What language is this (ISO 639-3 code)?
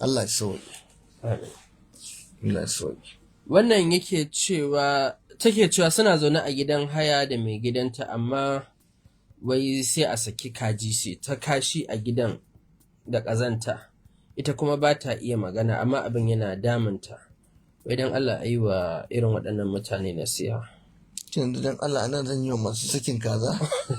hau